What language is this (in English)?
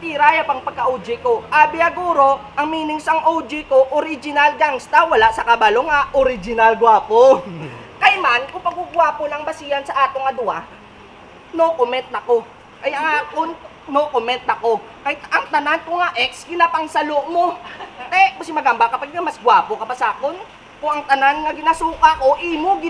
Hiligaynon